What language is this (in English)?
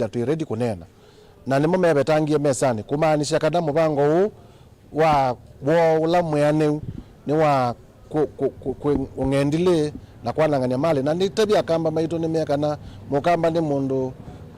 Kamba